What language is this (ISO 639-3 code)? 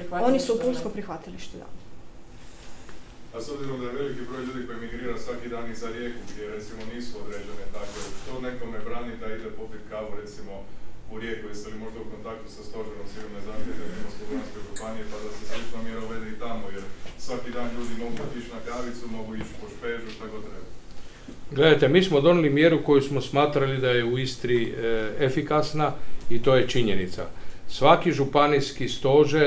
hrv